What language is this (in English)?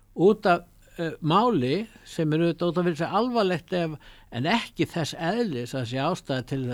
Icelandic